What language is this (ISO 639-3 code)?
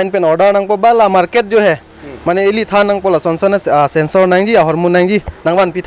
mjw